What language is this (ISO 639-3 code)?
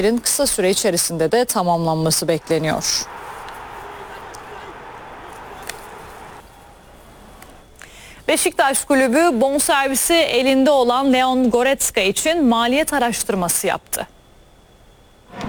tur